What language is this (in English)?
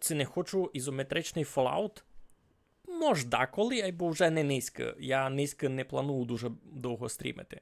Rusyn